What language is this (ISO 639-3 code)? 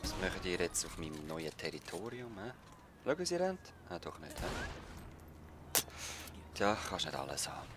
gsw